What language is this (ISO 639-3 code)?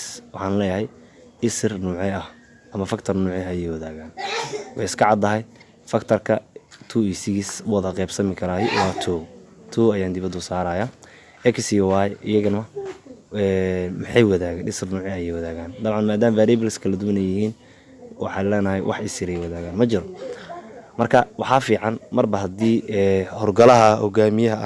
som